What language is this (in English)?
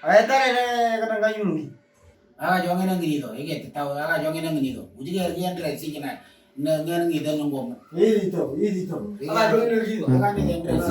Moro